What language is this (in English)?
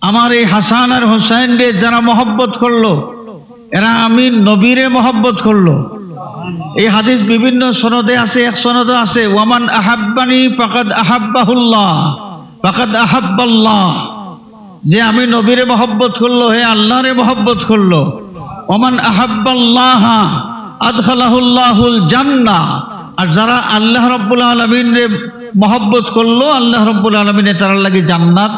Sylheti